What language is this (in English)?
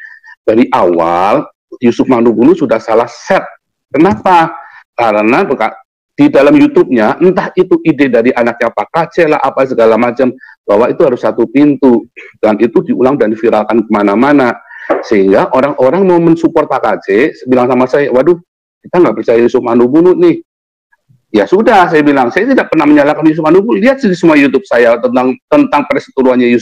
Indonesian